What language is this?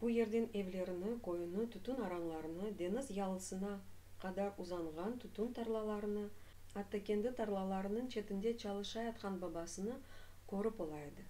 Crimean Tatar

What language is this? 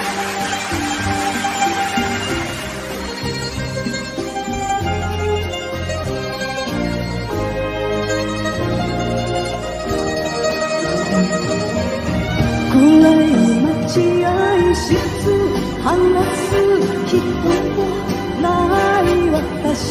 Japanese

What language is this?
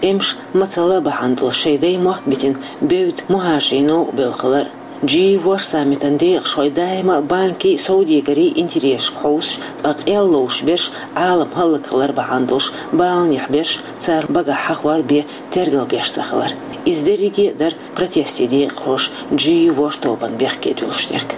Chechen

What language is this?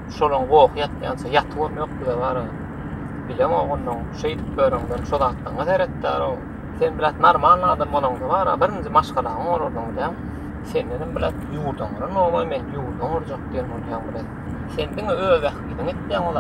Turkmen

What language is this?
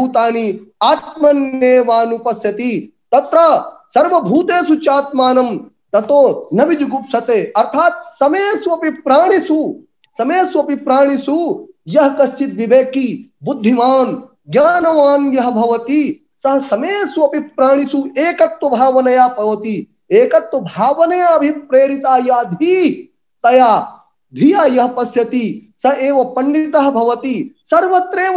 Sanskrit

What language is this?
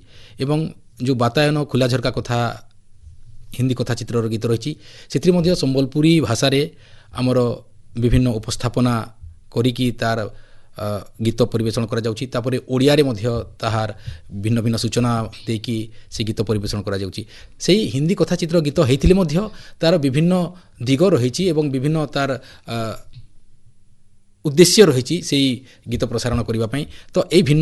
Odia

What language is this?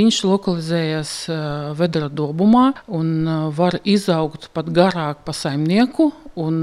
Latvian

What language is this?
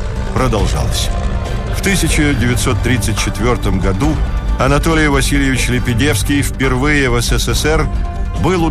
Russian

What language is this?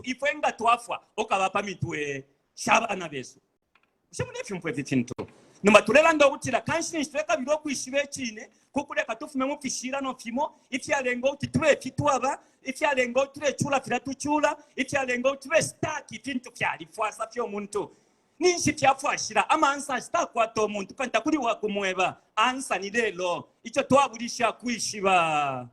Bemba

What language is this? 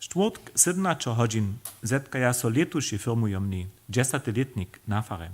Upper Sorbian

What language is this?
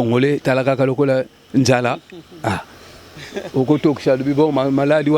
Lingala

